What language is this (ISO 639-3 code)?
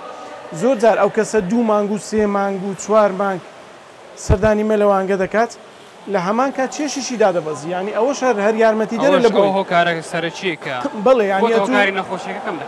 ckb